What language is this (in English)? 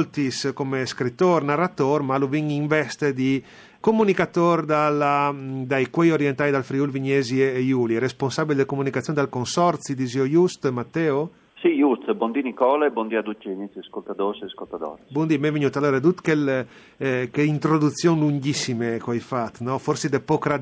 Friulian